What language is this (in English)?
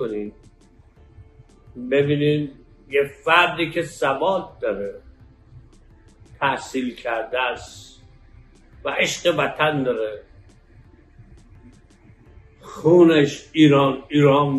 Persian